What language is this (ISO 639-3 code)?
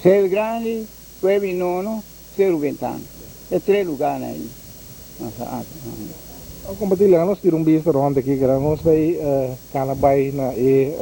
pap